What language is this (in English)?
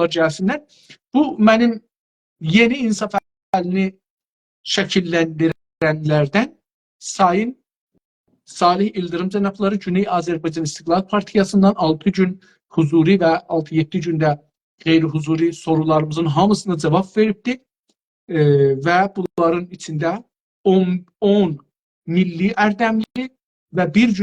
South Azerbaijani